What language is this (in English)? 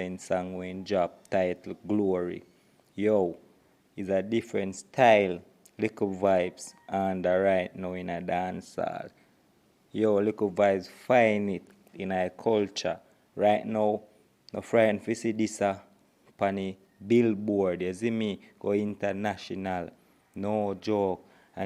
Jamaican Creole English